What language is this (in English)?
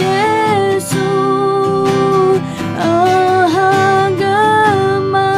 Akha